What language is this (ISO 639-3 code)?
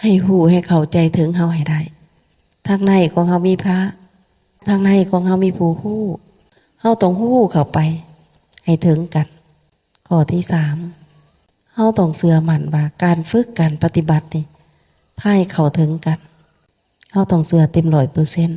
lao